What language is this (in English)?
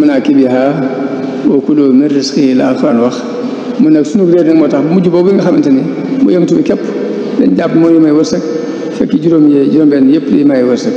Wolof